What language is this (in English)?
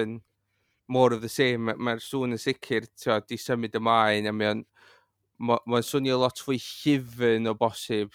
Welsh